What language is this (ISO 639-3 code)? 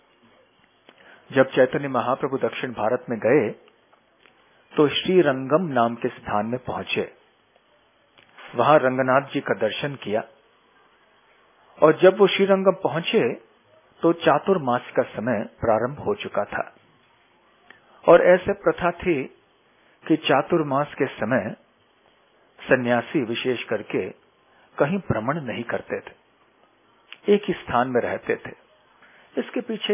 hin